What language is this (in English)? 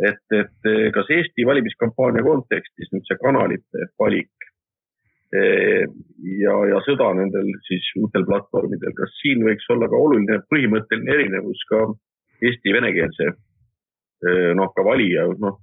Estonian